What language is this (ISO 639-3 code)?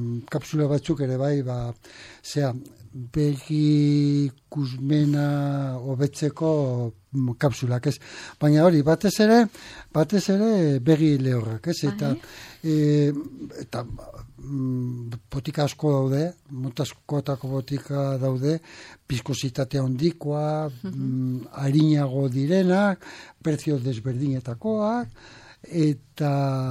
eus